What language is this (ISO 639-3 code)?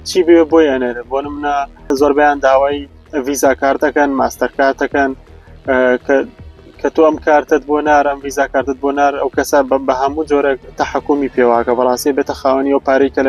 ckb